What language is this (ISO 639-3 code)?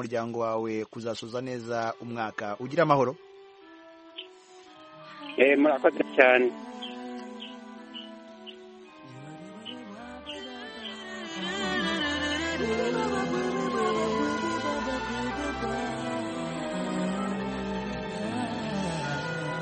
kin